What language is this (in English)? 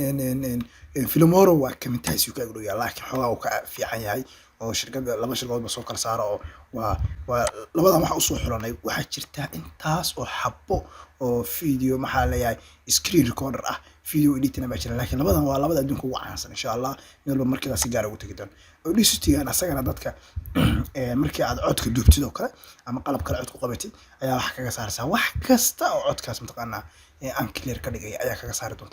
Somali